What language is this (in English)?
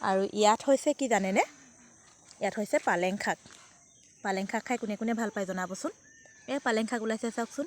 Assamese